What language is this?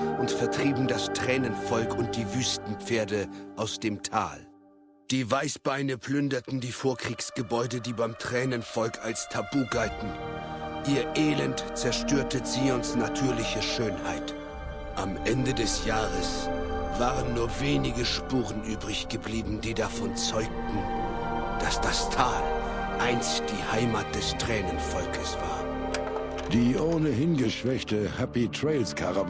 Bavarian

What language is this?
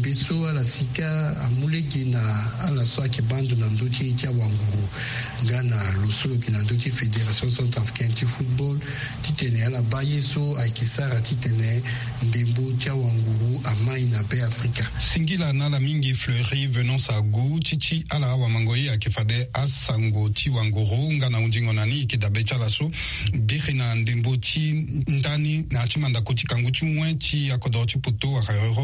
Sango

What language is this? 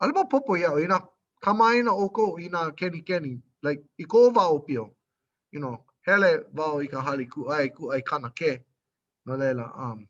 Hawaiian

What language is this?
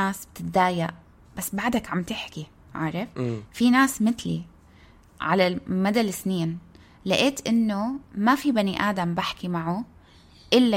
North Levantine Arabic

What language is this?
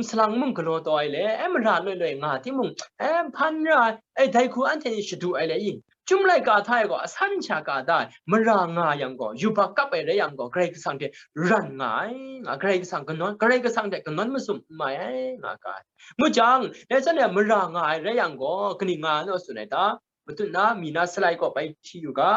Kachin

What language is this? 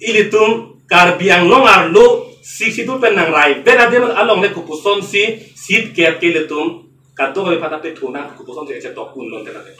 Karbi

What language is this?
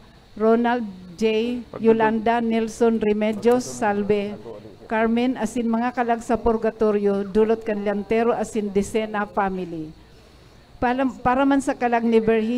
Bikol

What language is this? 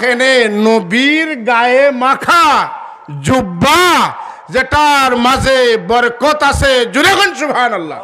Sylheti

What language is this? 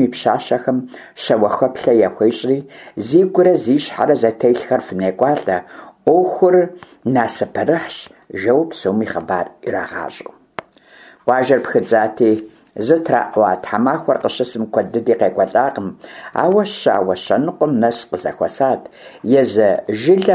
Kabardian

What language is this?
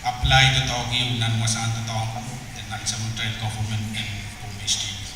Pohnpeian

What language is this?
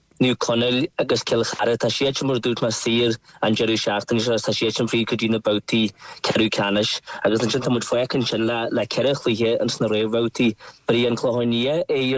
Irish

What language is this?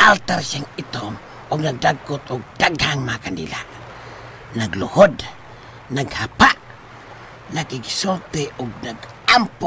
Cebuano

